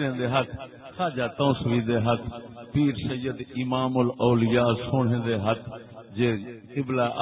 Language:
Saraiki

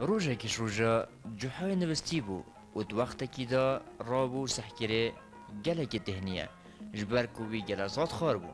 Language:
Kurdish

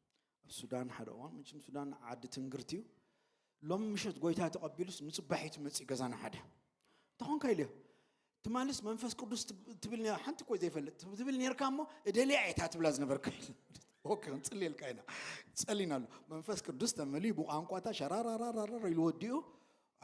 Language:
Tigrinya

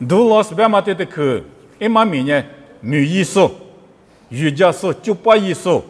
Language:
Lisu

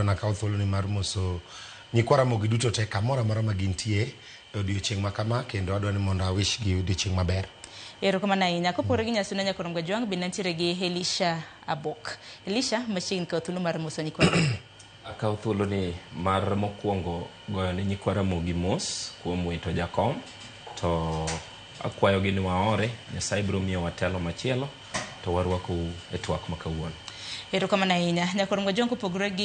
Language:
Luo (Kenya and Tanzania)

